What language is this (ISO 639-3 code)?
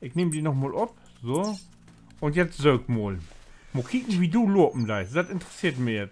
nds